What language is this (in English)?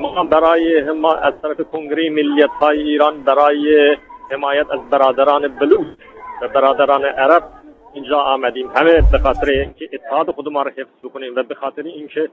Eastern Balochi